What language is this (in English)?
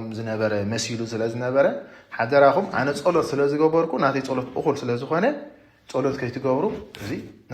Tigrinya